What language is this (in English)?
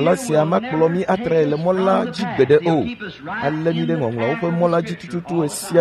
Ewe